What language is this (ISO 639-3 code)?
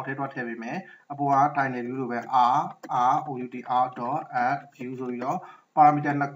mya